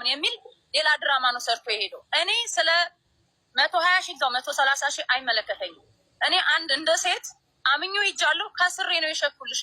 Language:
Amharic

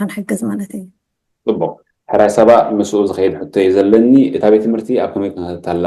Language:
Tigrinya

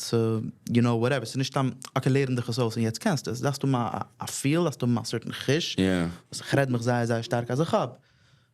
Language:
Yiddish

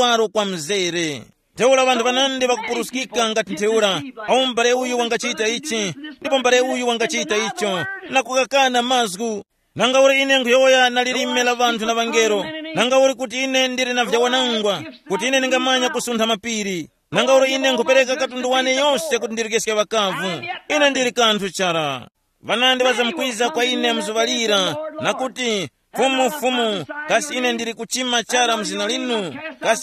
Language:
Tumbuka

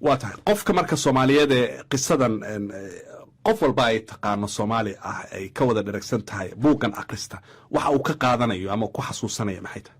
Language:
Somali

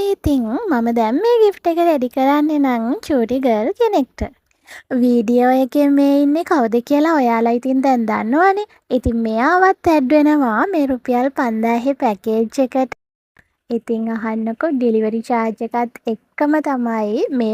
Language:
Sinhala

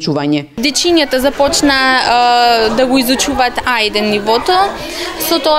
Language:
Macedonian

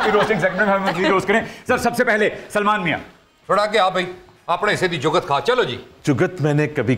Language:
Hindi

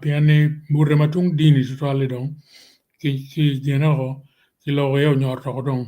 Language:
Acoli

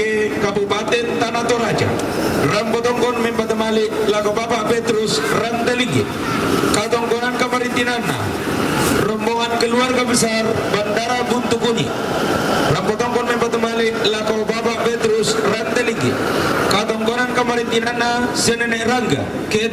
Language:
Toraja-Sa'dan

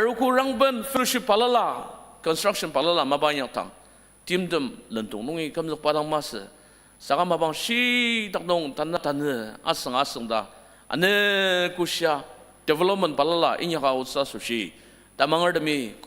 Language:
Ao Naga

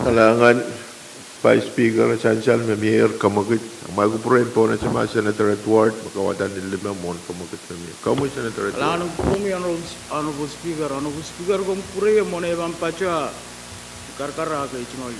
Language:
Pohnpeian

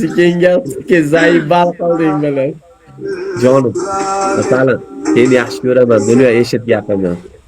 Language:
Uzbek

